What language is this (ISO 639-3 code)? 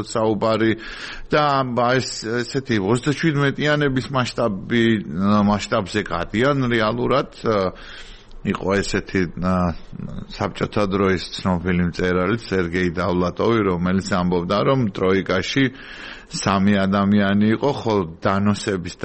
kat